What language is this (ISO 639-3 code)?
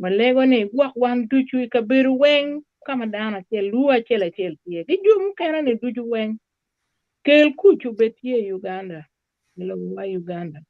ach